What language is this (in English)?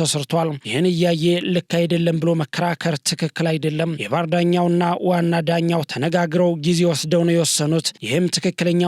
Amharic